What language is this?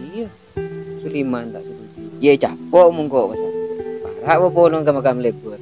Madurese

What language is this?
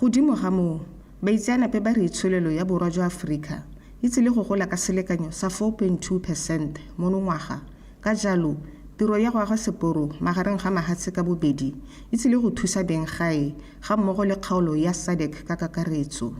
Tswana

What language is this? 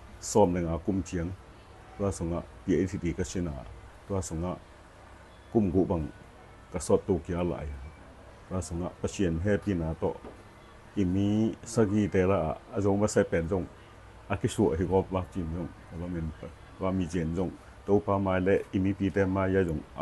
Tedim Chin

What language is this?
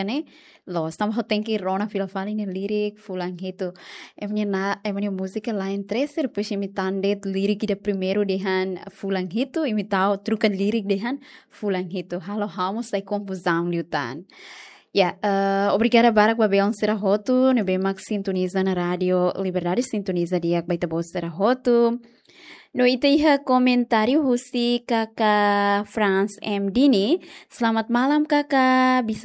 Tetum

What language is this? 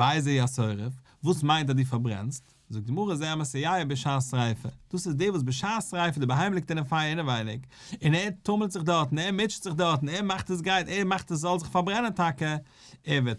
Yiddish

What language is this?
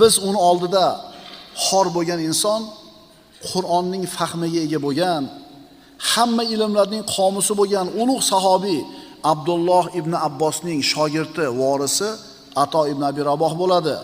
Uzbek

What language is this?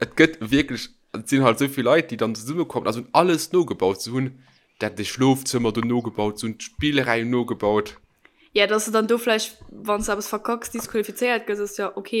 Luxembourgish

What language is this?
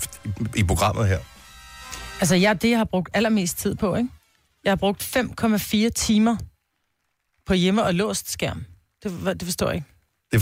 Danish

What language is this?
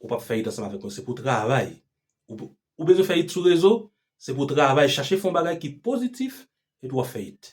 Haitian Creole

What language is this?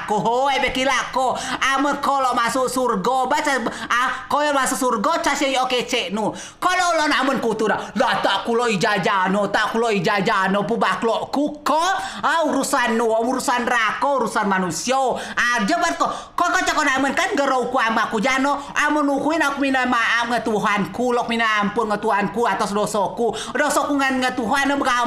Rejang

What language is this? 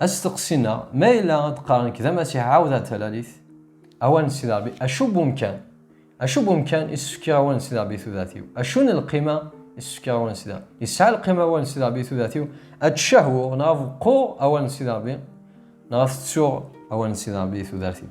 Kabyle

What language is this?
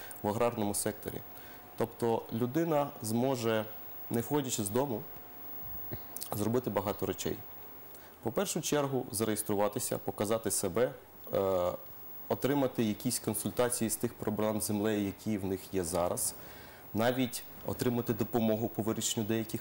Ukrainian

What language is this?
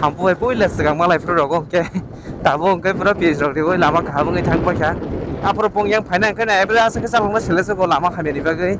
Kok Borok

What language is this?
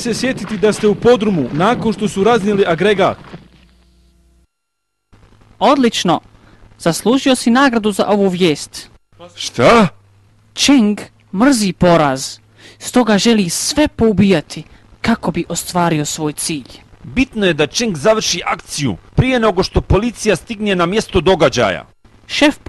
Bosnian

